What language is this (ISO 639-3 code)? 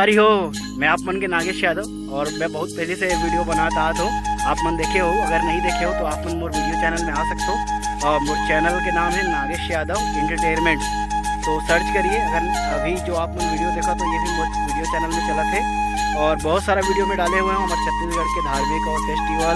hne